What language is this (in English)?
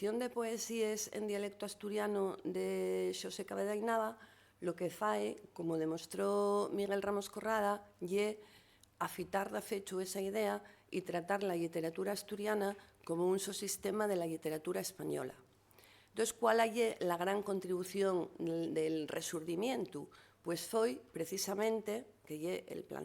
Asturian